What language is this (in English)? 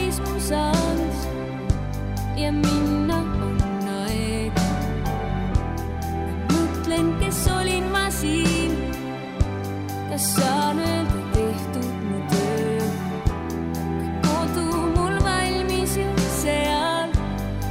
Estonian